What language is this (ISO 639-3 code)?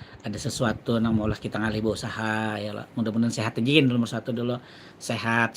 bjn